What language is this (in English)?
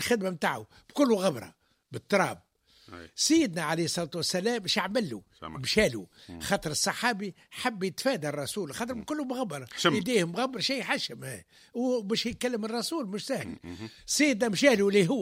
Tunisian Arabic